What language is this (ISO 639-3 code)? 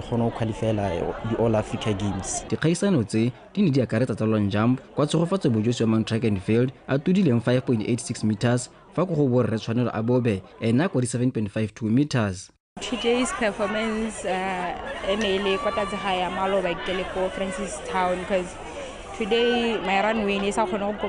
tsn